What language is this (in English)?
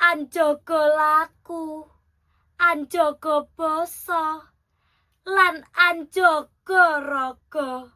Javanese